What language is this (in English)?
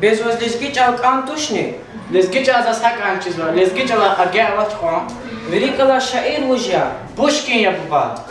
Lezghian